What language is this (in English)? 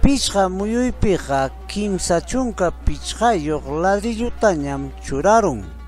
Ayacucho Quechua